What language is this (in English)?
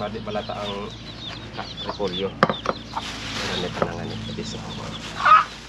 Bikol